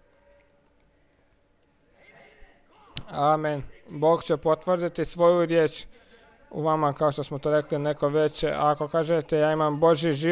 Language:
Croatian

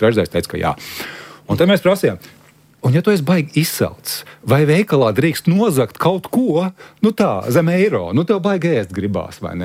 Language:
Latvian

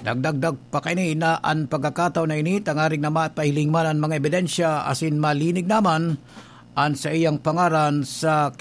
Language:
Bikol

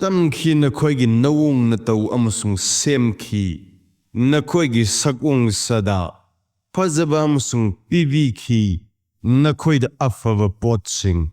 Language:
Manipuri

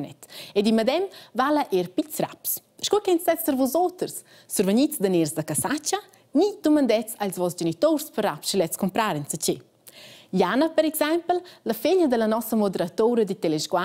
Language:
Romansh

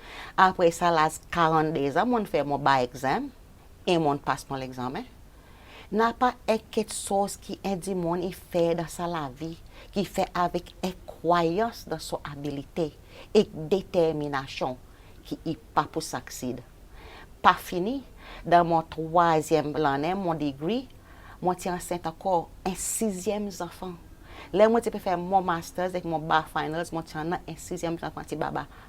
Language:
Seselwa Creole French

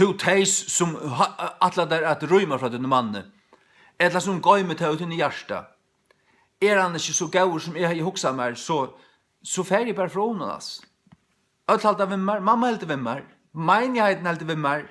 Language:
Faroese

